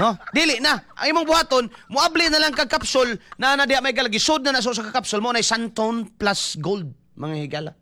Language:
Cebuano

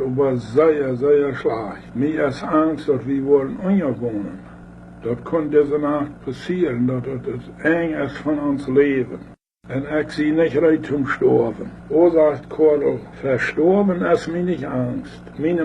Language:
Plautdietsch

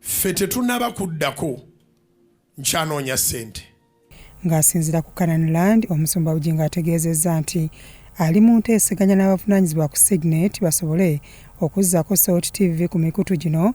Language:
Ganda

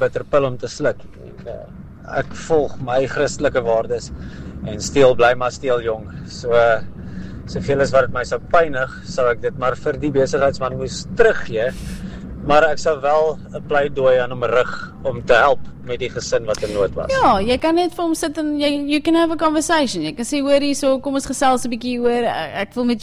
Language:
Afrikaans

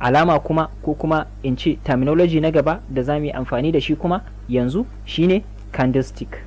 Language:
Hausa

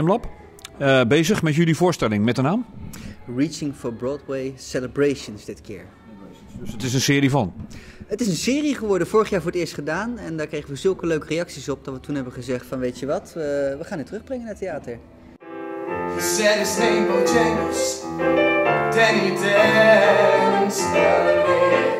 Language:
Dutch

